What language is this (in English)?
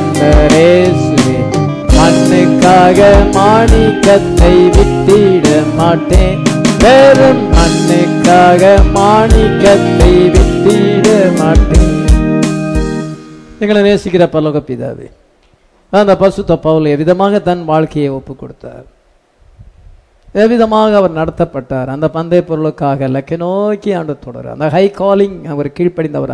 Tamil